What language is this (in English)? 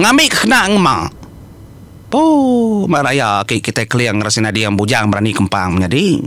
Iban